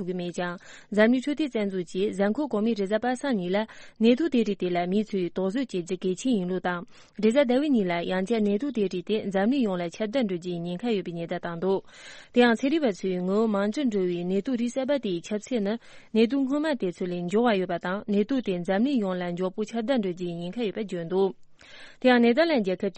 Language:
Tibetan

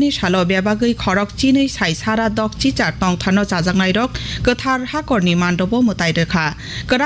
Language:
Kok Borok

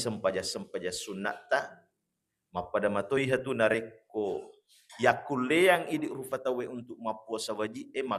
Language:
Buginese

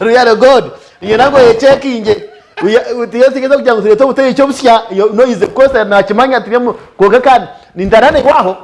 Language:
Nyankole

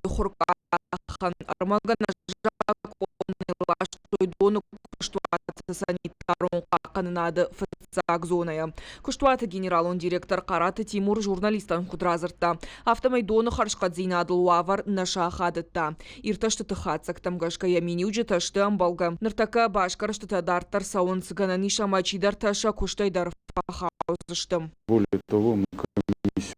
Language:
Ossetic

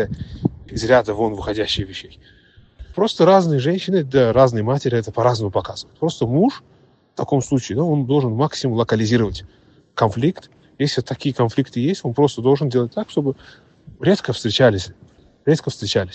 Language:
Russian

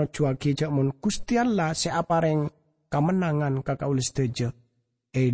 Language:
Madurese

